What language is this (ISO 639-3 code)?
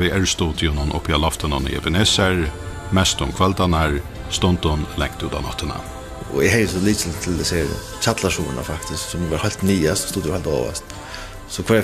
fao